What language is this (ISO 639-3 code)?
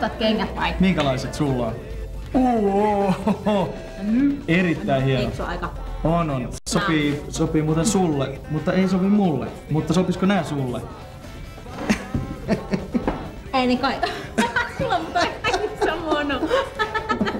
fin